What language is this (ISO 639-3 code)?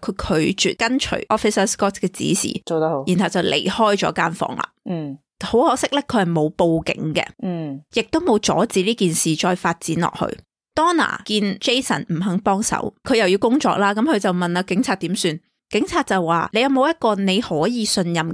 yue